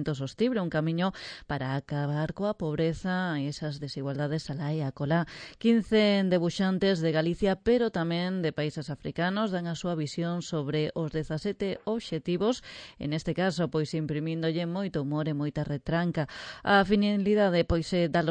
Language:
Galician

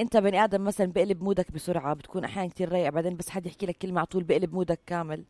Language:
North Levantine Arabic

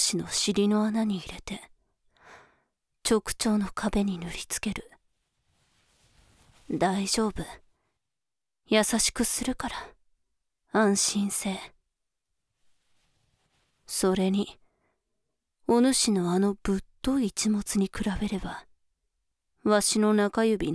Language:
Japanese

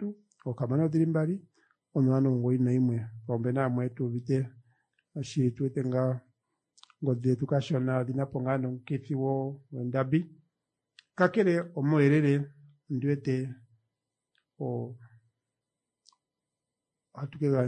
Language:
Swahili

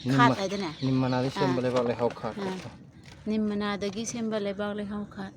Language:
Manipuri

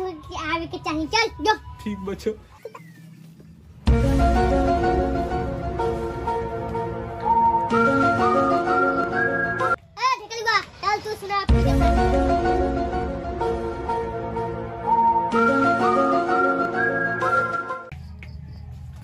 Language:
Bhojpuri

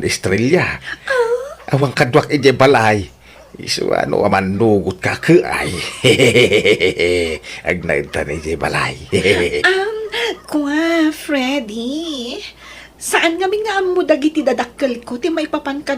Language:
Iloko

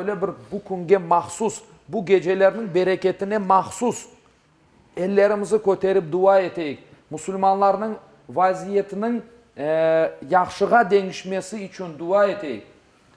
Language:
Crimean Tatar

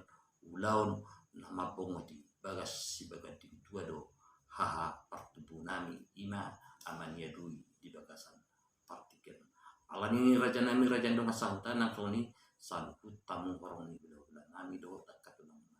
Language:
Batak Toba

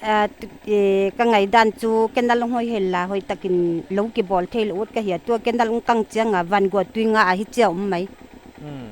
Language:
Paite Chin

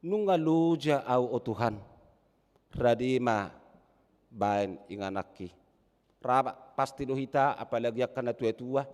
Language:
Batak Toba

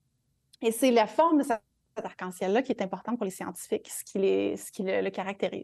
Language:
French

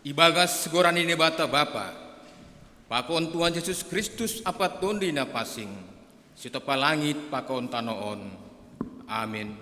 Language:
Batak Simalungun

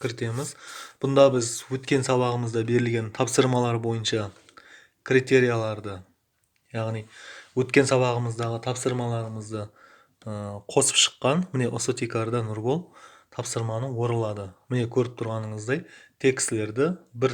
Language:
Kara-Kalpak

